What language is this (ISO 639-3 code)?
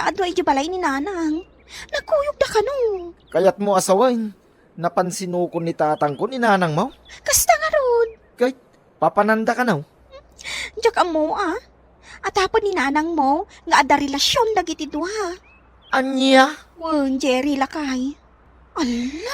ilo